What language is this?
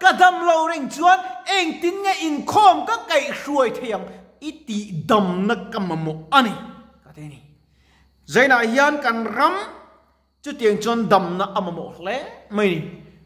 Mizo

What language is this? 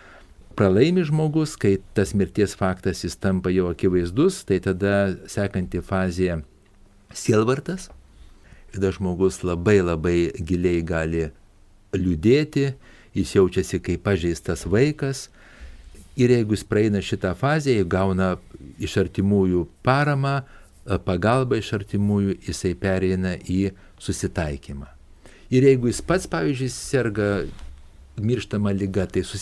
Lithuanian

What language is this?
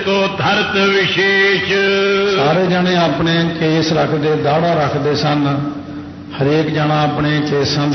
Punjabi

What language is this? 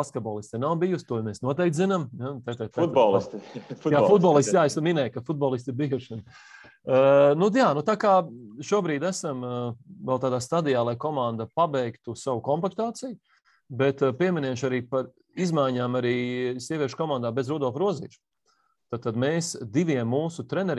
Latvian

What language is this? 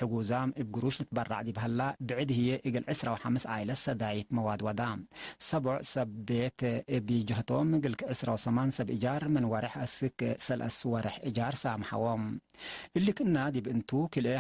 Tigre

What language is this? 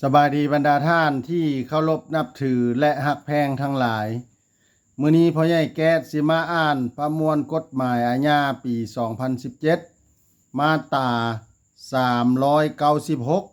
Lao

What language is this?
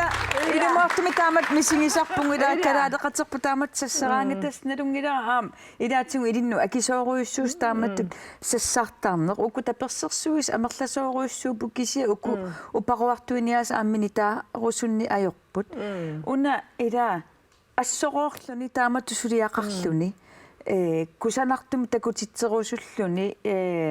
Kalaallisut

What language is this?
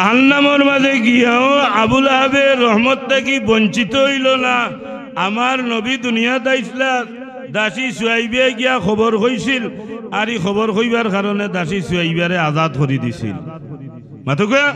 Sylheti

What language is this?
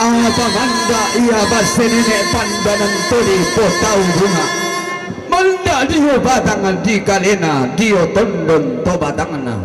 Toraja-Sa'dan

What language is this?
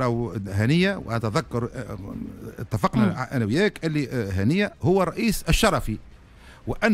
Tunisian Arabic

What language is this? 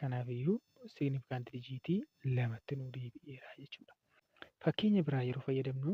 Oromo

